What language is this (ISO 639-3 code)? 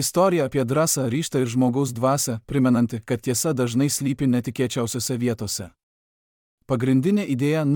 lit